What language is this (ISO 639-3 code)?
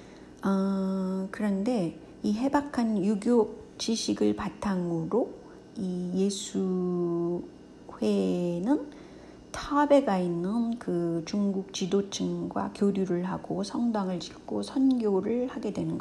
kor